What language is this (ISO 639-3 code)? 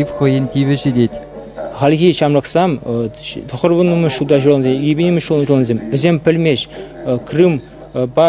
chv